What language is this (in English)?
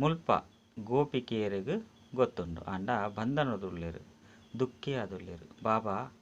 Tulu